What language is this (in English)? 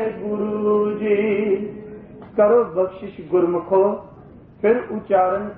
Punjabi